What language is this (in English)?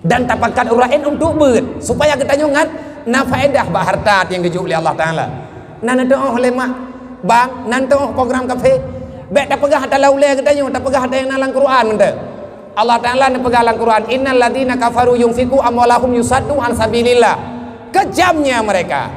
Achinese